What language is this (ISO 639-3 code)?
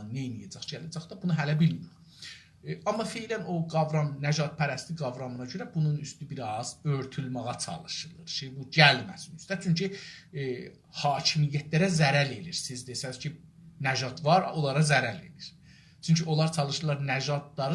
azb